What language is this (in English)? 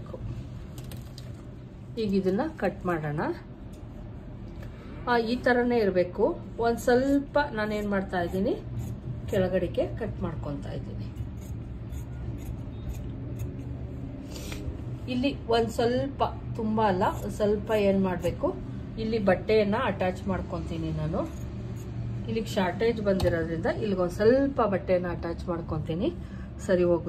Kannada